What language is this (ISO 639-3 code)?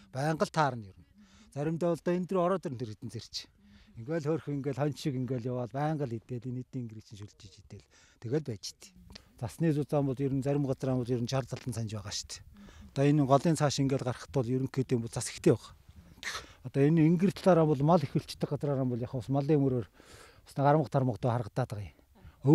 mon